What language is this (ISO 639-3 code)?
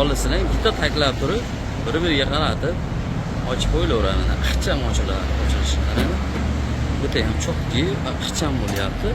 uzb